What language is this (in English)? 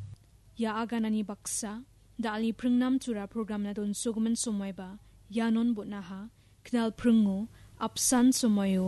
Garo